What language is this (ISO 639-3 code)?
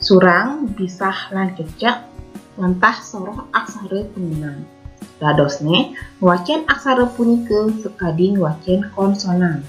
ban